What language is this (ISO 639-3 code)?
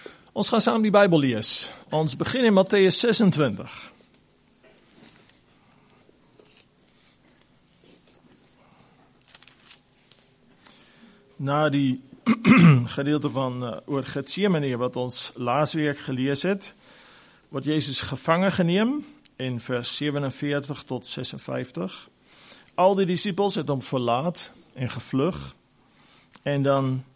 afr